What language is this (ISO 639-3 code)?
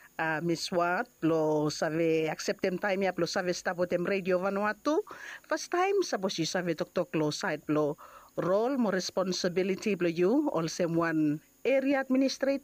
bis